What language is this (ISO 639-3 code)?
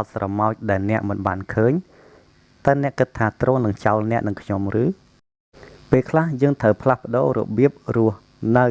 khm